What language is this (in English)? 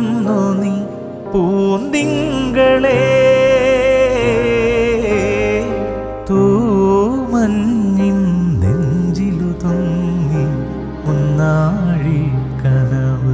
Malayalam